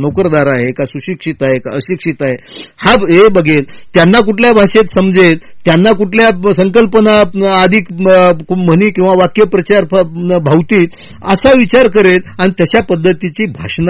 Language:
Marathi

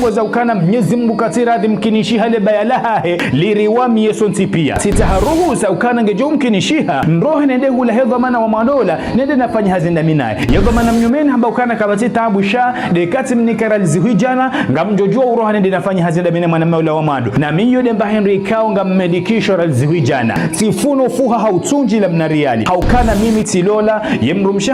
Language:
Ngazidja Comorian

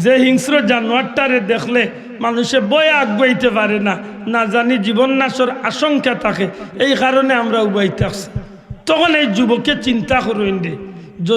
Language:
Sylheti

